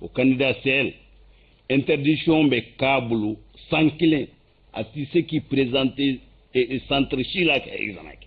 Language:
Bambara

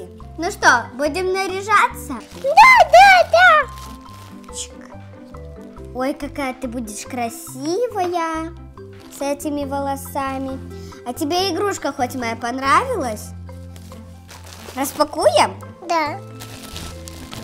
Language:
Russian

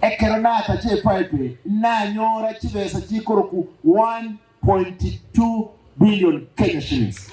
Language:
Gusii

